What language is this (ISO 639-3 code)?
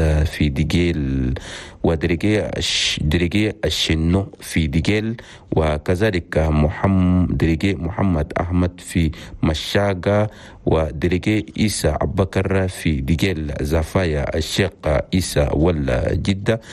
shu